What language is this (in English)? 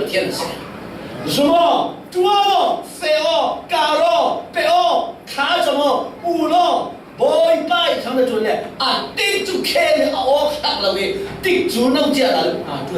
Falam Chin